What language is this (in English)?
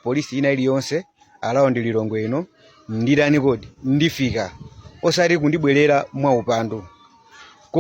Nyanja